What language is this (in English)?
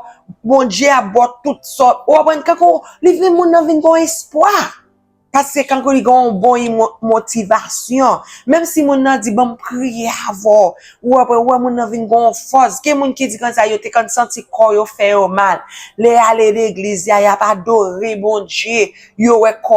Haitian Creole